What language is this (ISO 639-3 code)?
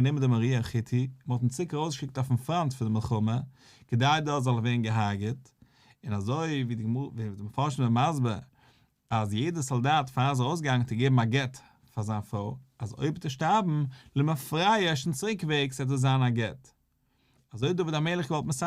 yid